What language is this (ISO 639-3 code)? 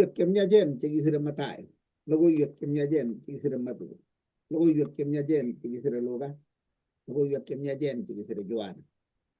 kln